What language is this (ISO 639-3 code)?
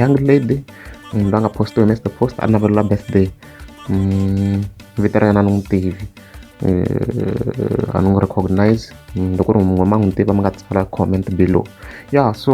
tso